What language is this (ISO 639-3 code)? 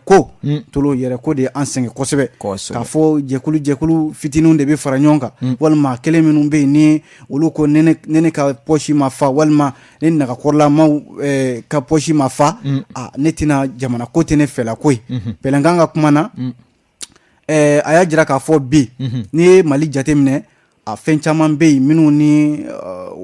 bam